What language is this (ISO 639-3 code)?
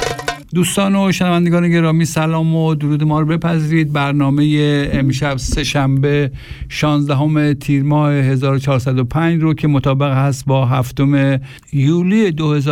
fas